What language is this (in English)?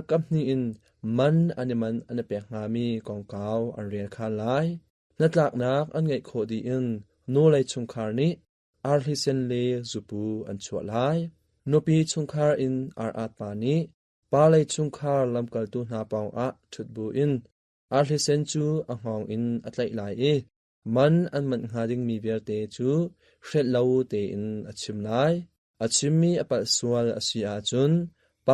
Hakha Chin